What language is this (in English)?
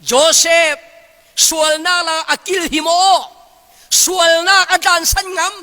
Falam Chin